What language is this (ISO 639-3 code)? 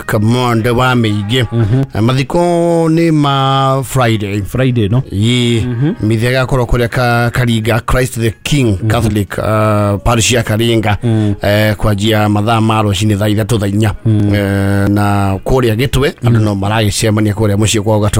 kik